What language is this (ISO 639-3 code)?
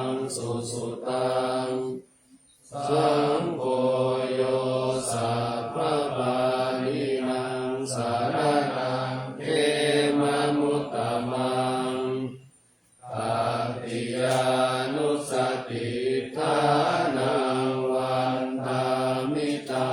pli